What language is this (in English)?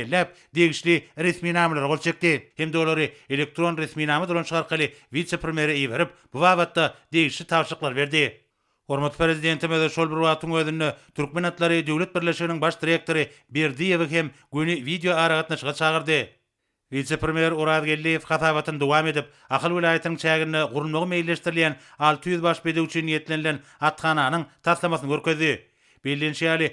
Turkmen